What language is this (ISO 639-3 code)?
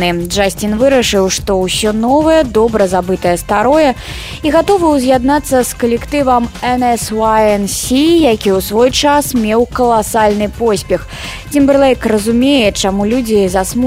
bel